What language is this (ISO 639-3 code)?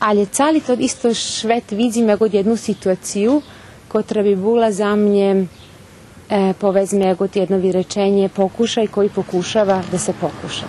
rue